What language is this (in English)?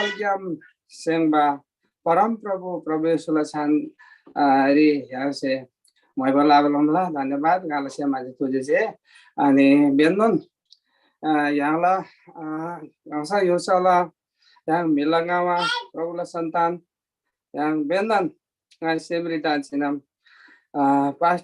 Eastern Tamang